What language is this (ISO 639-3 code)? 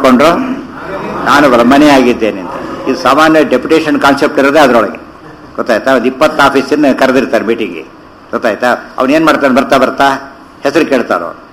kan